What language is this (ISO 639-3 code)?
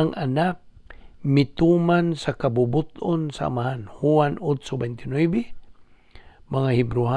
ceb